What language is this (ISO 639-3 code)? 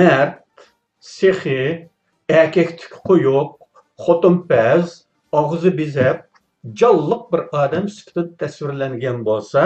uig